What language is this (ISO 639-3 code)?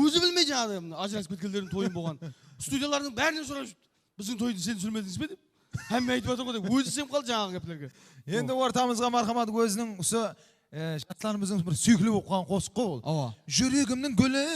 kaa